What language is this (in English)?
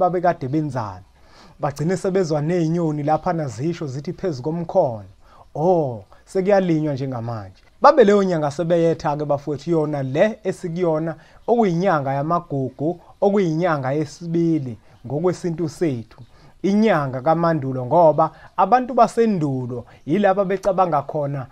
Zulu